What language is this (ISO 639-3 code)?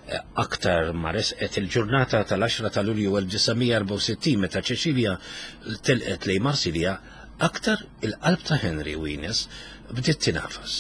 mlt